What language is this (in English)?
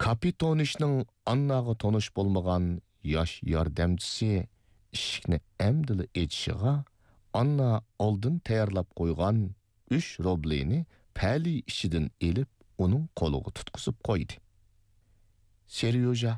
Uyghur